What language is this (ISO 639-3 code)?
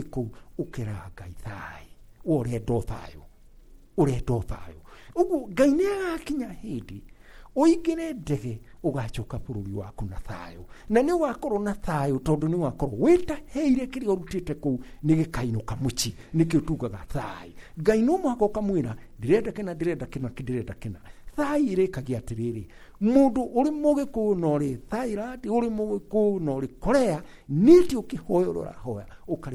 kik